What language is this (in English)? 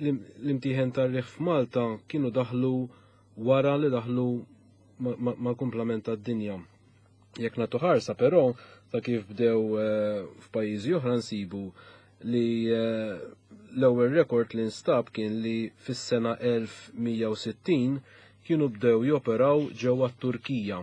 Maltese